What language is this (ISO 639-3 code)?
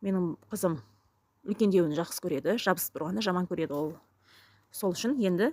kaz